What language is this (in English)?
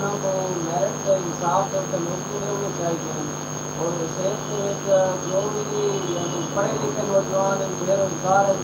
Saraiki